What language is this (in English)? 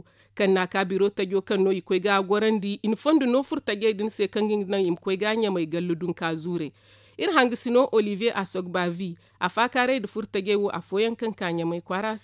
Zarma